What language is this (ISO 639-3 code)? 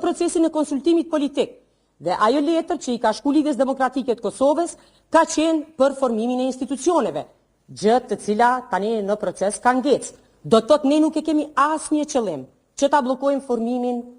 sqi